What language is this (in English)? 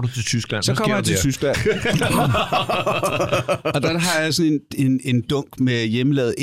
Danish